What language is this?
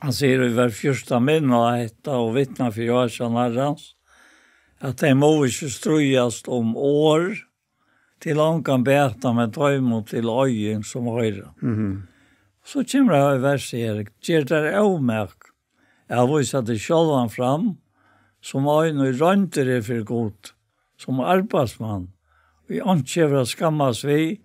Faroese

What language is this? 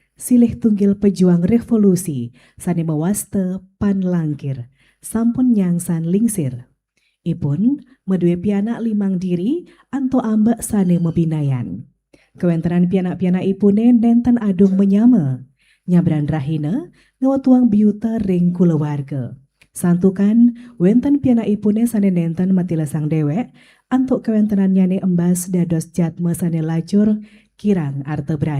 Balinese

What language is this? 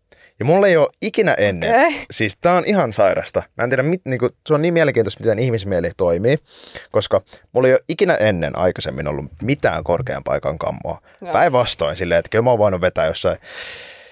Finnish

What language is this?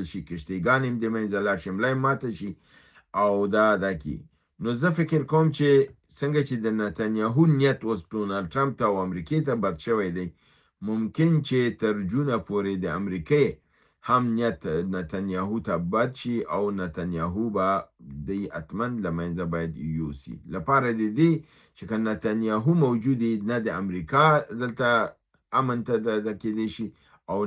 Pashto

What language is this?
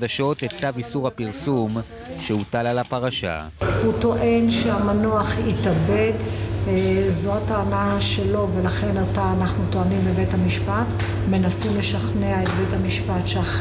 Hebrew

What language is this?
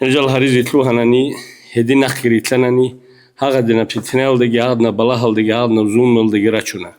Avaric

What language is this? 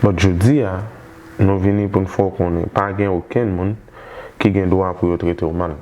Haitian Creole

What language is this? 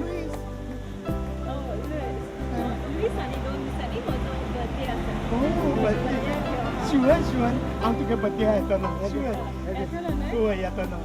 Konkani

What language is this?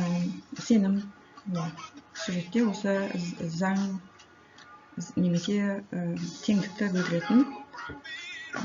Kazakh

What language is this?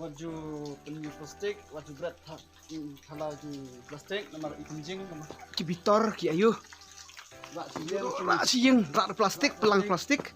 Khasi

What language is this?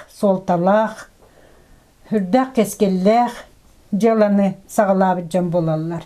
Yakut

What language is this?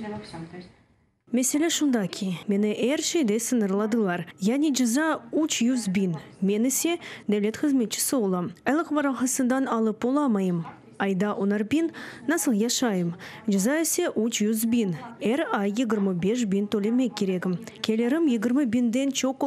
Crimean Tatar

